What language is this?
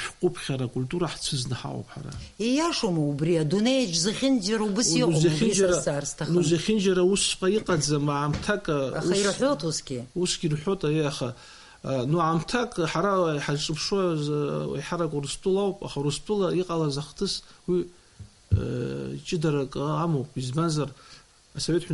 Abkhazian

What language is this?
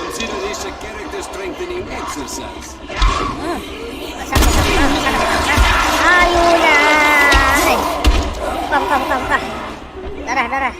Banjar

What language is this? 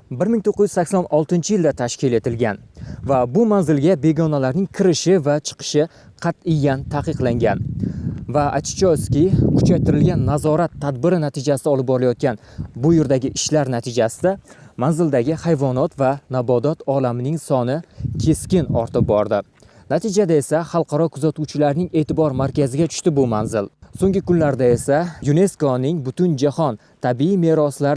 Uzbek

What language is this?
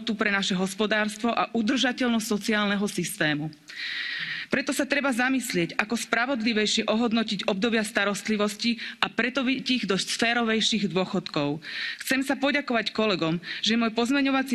Slovak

